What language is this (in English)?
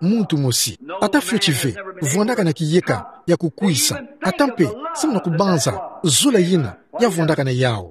Kituba (Democratic Republic of Congo)